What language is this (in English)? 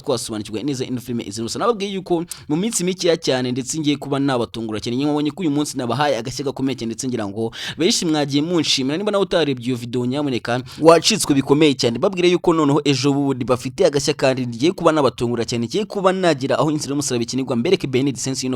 Kinyarwanda